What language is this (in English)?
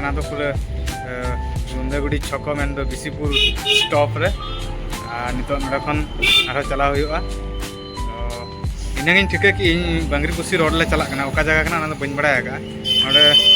Santali